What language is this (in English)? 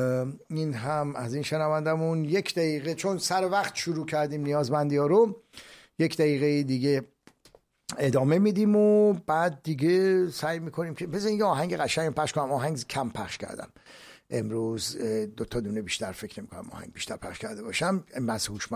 Persian